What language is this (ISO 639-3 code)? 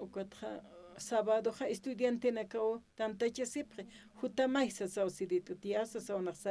aym